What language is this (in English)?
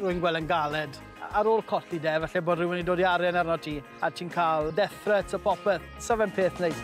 Welsh